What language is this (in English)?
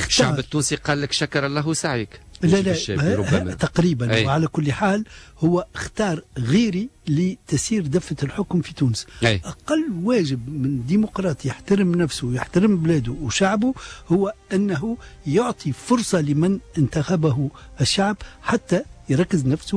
Tunisian Arabic